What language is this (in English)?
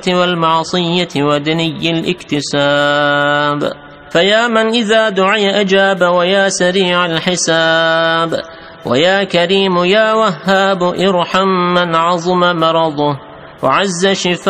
Arabic